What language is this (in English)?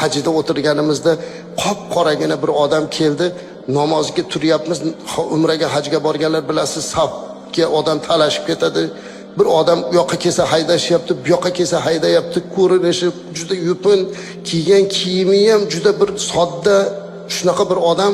Uzbek